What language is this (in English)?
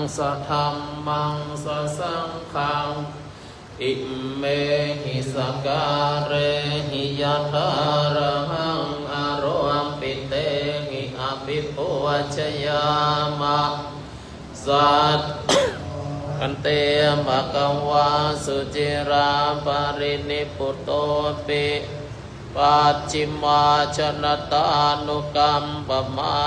Pali